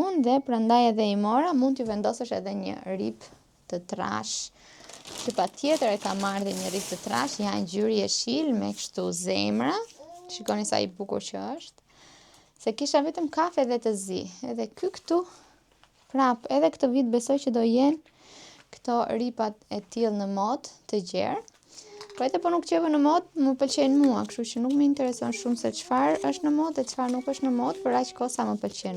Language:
Albanian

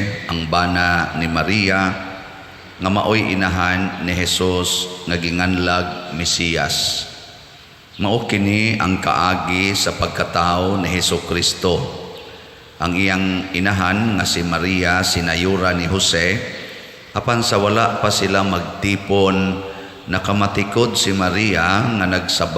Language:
Cebuano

